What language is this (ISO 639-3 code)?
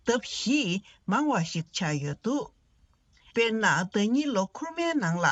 bod